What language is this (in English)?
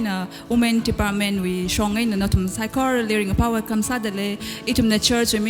Tangkhul Naga (India)